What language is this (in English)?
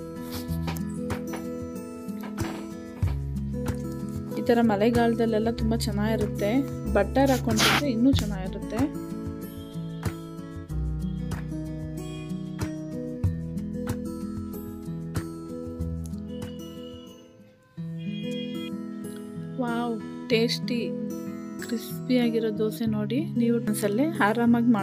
Kannada